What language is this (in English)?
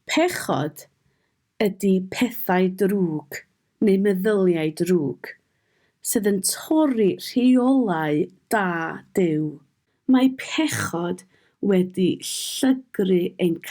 Welsh